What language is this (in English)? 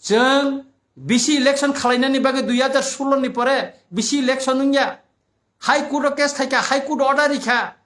Kok Borok